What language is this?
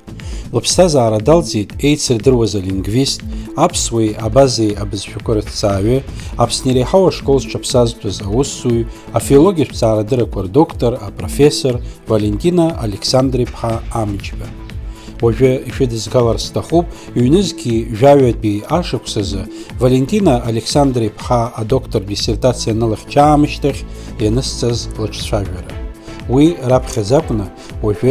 Abkhazian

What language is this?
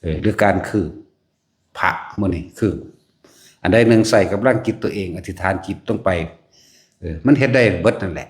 Northeastern Thai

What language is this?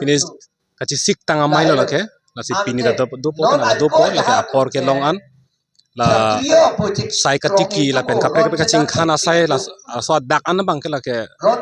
Karbi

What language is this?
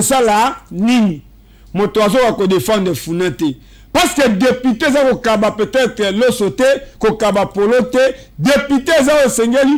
Lingala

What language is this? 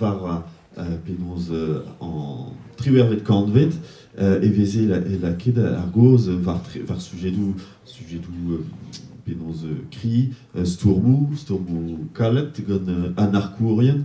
Breton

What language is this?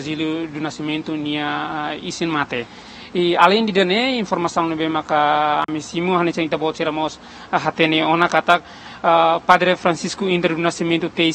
Tetum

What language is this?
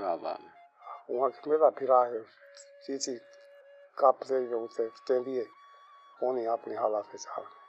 Saraiki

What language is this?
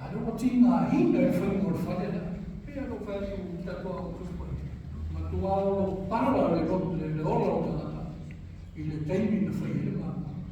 Samoan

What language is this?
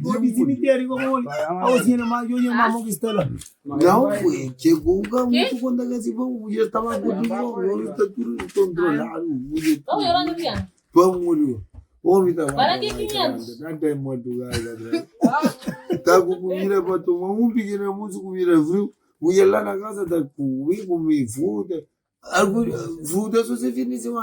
Kabuverdianu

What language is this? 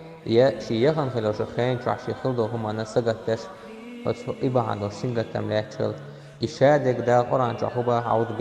Chechen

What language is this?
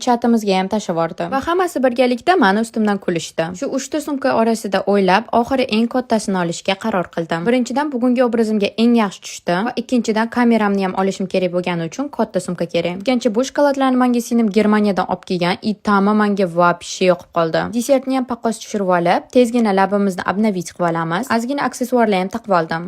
Uzbek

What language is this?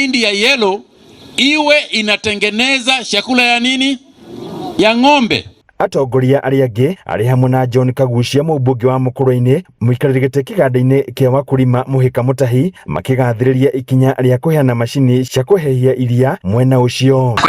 Kikuyu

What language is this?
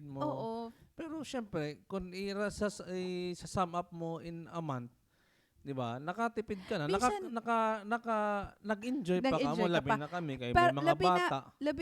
Waray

